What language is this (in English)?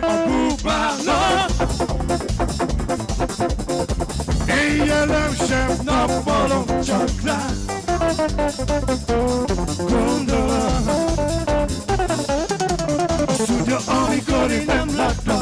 Hungarian